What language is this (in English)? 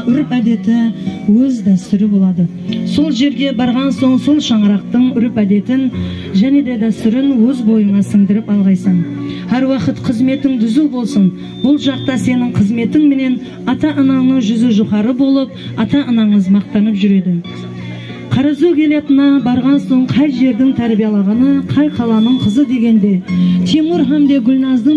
Kara-Kalpak